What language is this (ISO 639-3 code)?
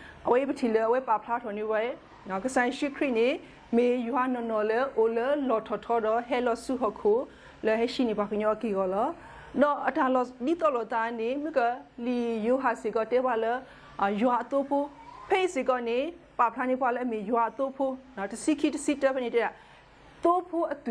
ksw